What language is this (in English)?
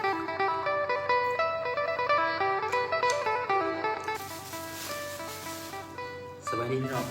Lao